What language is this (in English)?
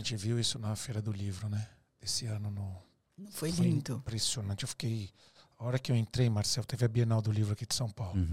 Portuguese